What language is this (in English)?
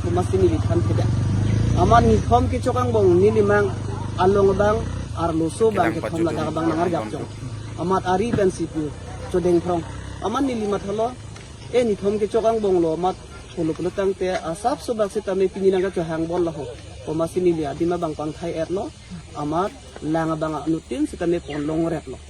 Karbi